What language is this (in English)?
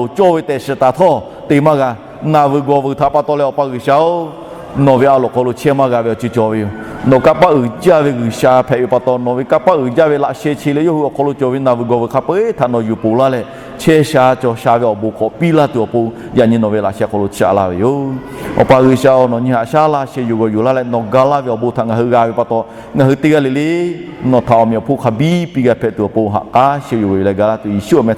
Lahu